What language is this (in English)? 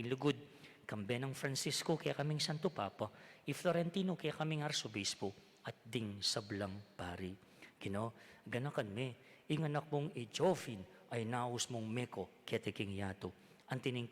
Pampanga